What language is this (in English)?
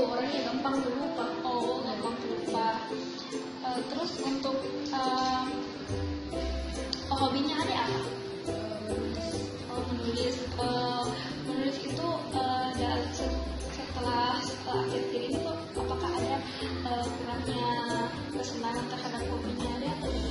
Indonesian